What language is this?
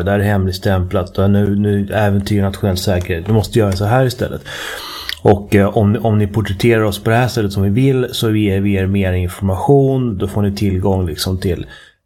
Swedish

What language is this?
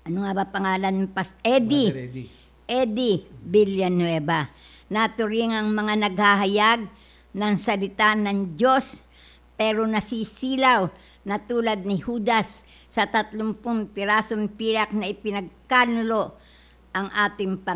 Filipino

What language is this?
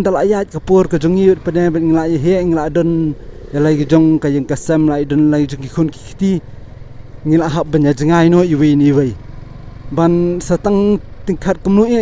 Khasi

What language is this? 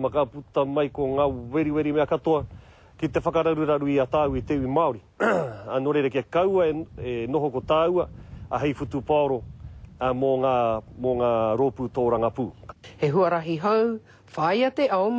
Māori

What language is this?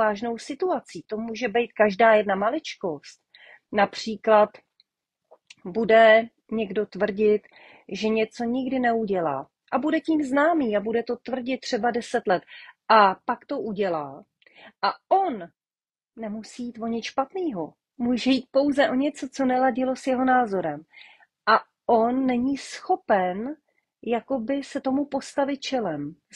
Czech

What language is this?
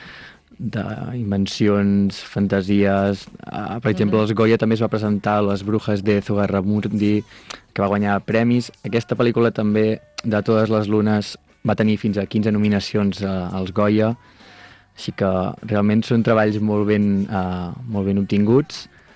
Catalan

